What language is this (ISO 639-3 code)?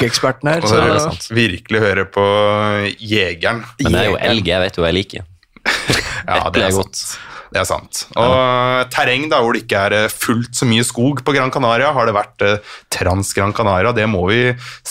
nor